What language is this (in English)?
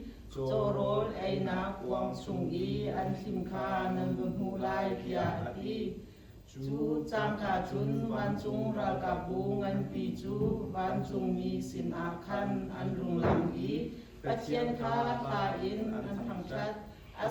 Hakha Chin